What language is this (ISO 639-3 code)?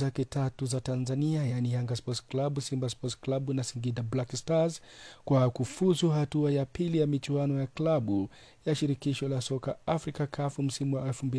swa